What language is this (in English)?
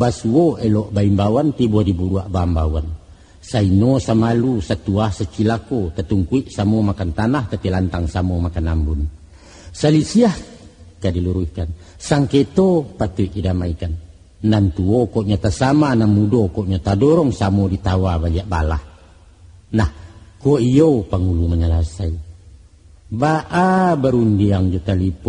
Minangkabau